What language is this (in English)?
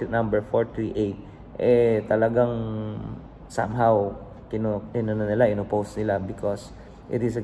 Filipino